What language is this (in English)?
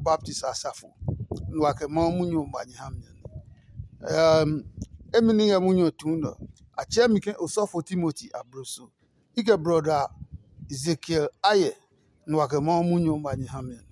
Adangme